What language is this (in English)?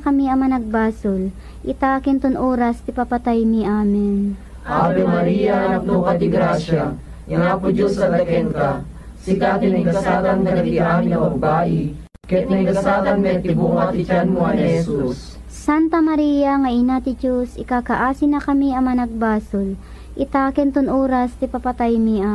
Iloko